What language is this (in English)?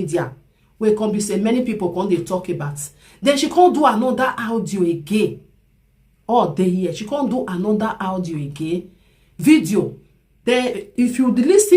Nigerian Pidgin